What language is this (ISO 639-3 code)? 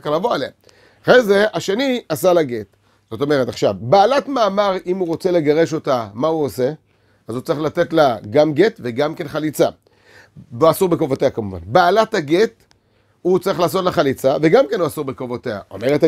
heb